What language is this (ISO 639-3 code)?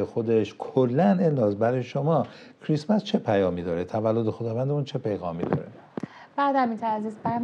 fas